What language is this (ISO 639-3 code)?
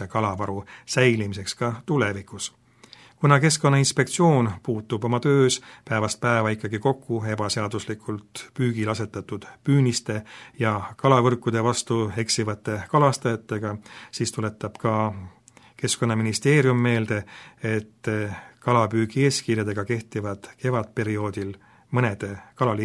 est